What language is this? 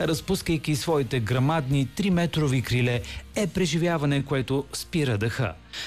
Bulgarian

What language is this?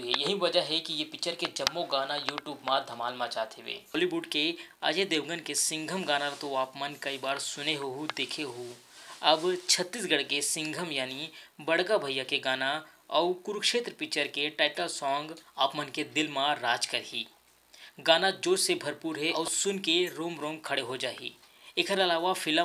Chhattisgarhi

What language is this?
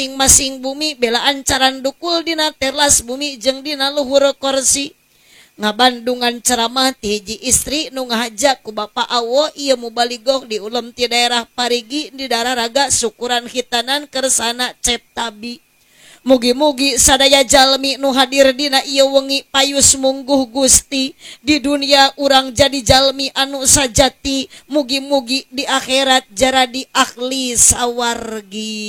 Sundanese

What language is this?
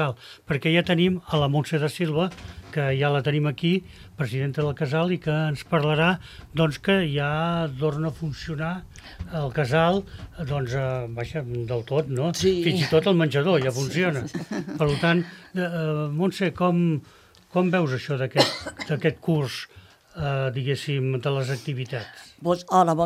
Catalan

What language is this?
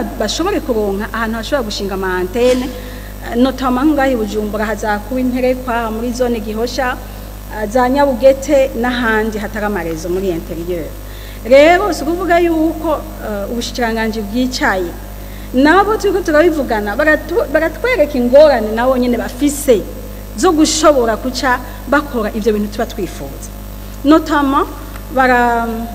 Rundi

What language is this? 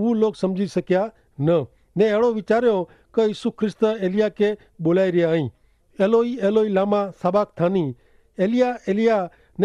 Kachhi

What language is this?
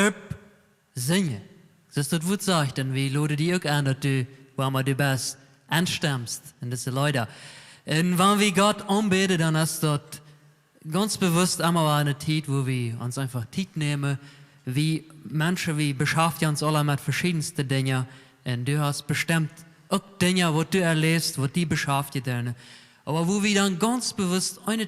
Plautdietsch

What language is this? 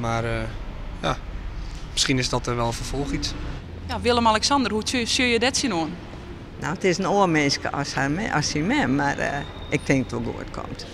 Western Frisian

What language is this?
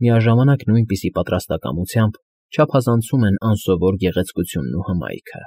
Armenian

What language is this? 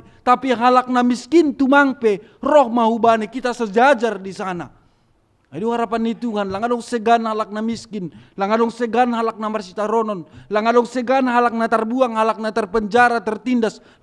Batak Simalungun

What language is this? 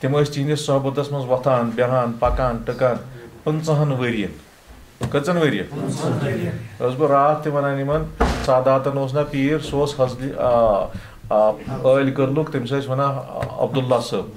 Kashmiri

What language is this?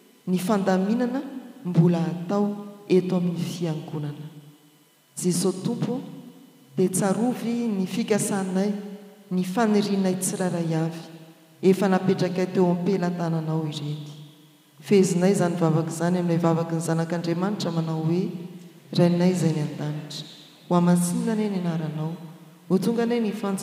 Malagasy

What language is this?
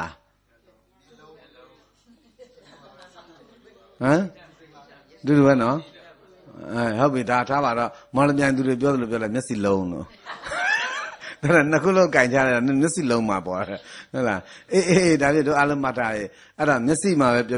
Burmese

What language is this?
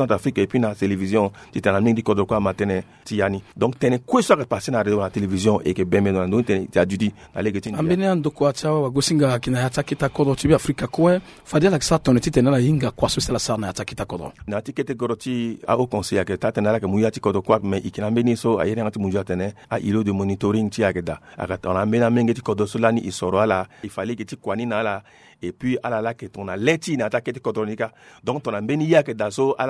Sango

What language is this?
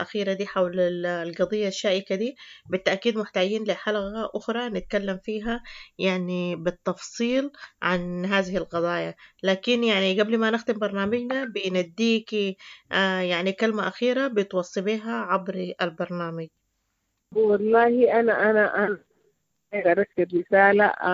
Sudanese Arabic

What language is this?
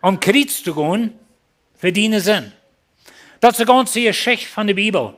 Plautdietsch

